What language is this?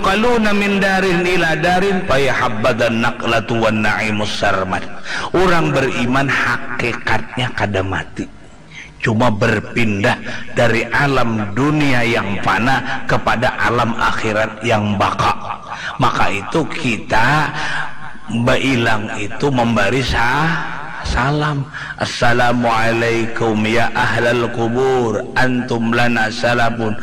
Banjar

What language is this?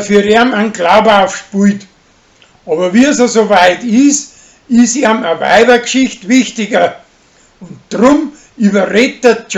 Bavarian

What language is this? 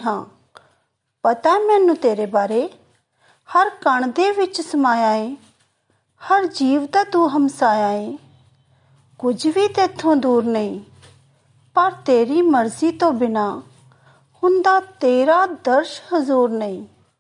Punjabi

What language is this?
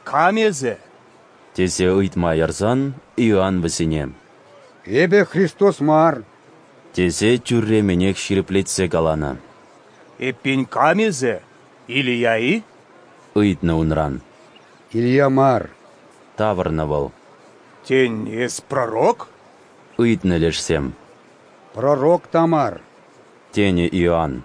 Chuvash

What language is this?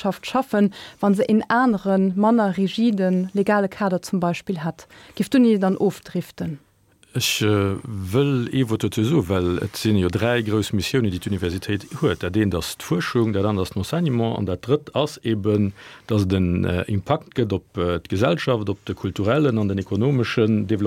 Luxembourgish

